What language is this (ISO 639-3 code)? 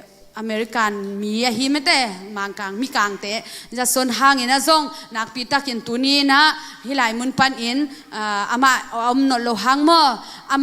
ctd